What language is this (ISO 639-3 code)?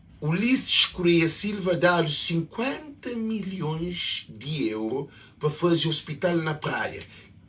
kea